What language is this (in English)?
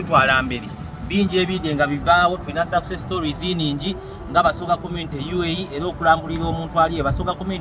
Soga